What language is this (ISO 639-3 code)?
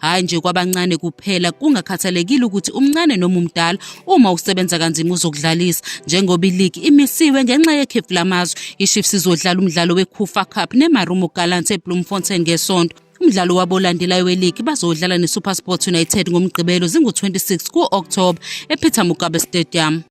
zul